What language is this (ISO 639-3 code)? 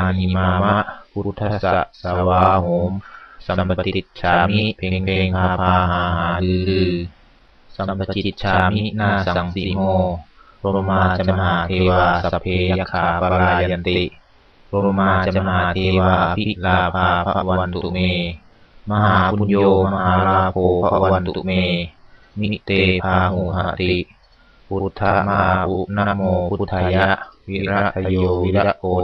pli